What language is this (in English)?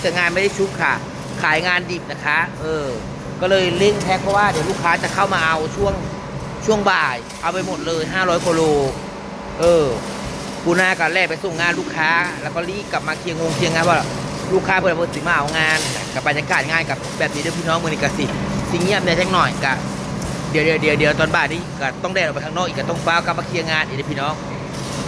Lao